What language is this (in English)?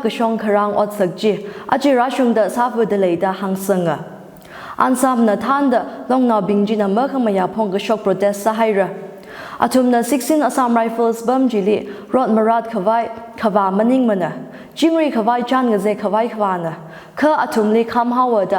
Tangkhul Naga (India)